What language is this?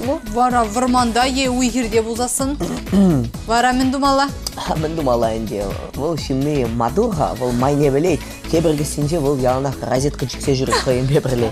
Chuvash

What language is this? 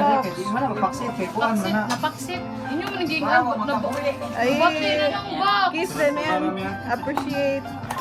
Cebuano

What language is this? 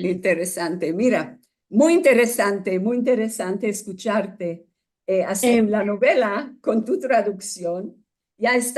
Ladino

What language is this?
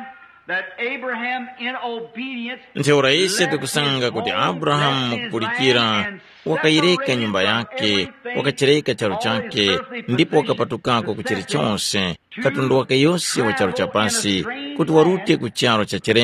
Tumbuka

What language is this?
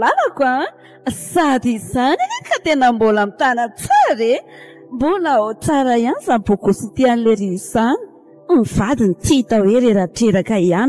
Malagasy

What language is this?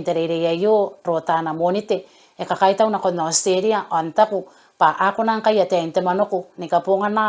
Gilbertese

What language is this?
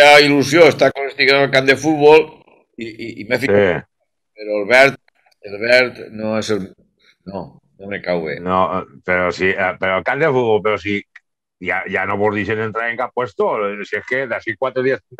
Catalan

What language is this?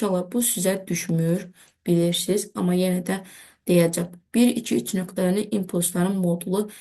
Azerbaijani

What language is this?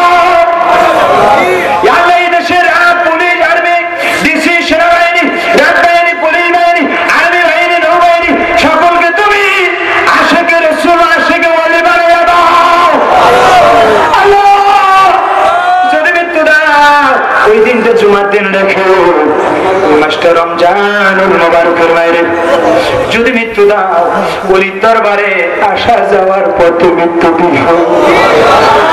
Bangla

